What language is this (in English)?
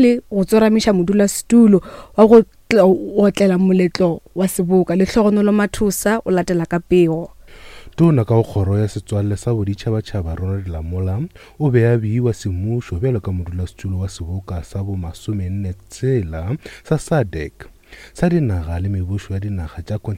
Northern Sotho